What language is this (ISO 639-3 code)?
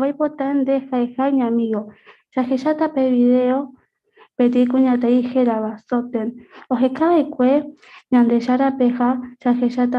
grn